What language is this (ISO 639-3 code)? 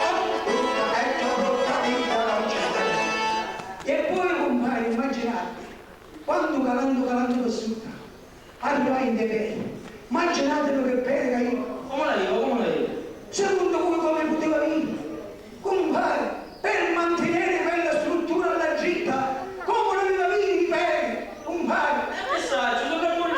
scn